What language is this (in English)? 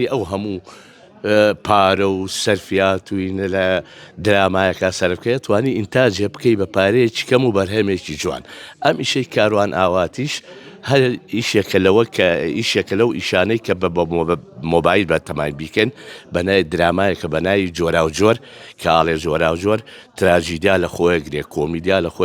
Central Kurdish